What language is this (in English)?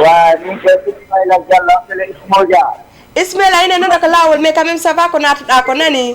Fula